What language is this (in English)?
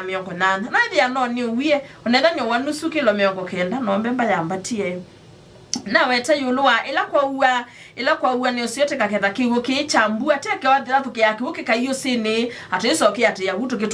Kamba